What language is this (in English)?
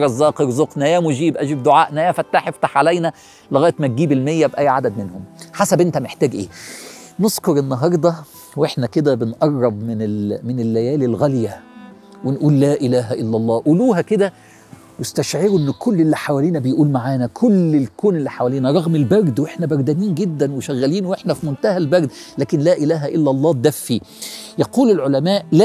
Egyptian Arabic